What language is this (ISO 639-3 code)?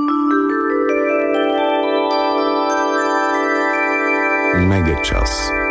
bul